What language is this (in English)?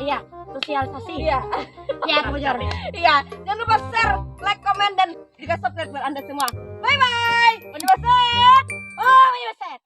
Banjar